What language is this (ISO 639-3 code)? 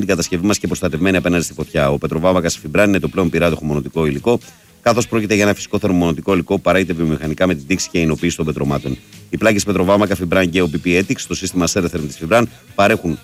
ell